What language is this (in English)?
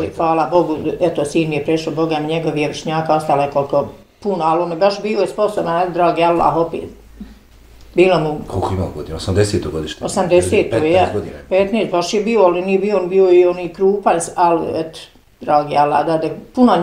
Bosnian